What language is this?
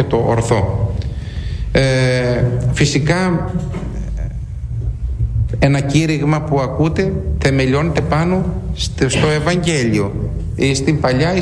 Greek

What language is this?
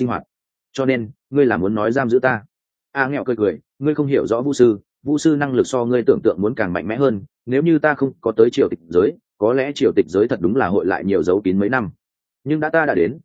Vietnamese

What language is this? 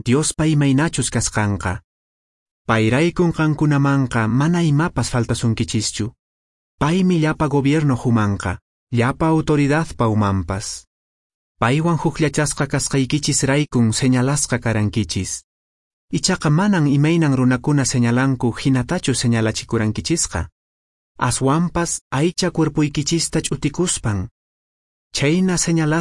Quechua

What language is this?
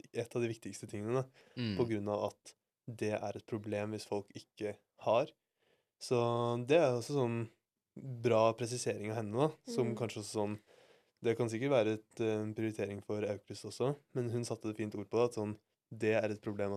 Norwegian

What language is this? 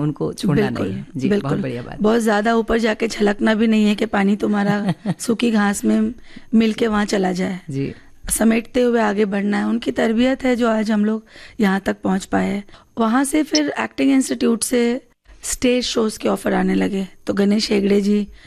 Hindi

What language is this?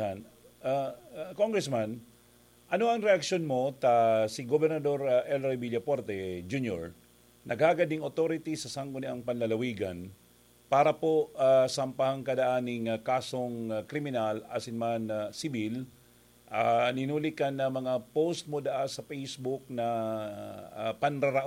Bikol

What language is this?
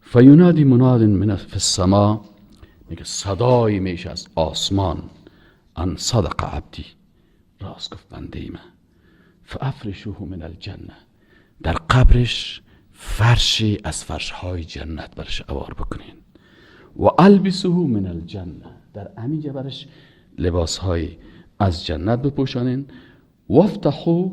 Persian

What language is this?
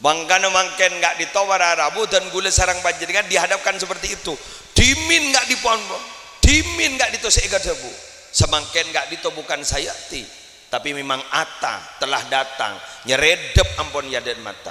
Madurese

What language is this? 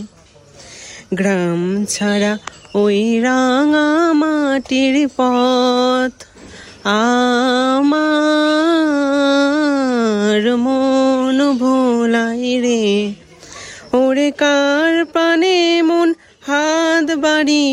Bangla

